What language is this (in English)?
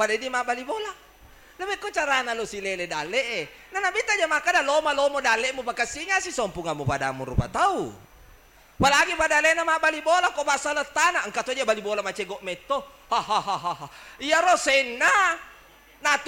Buginese